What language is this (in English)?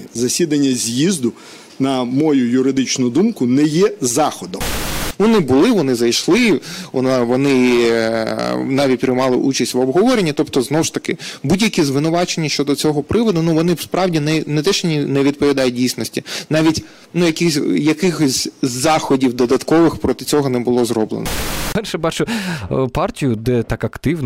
Ukrainian